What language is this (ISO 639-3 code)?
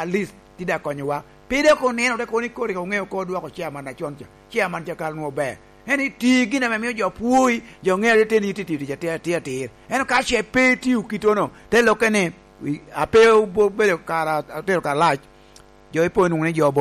laj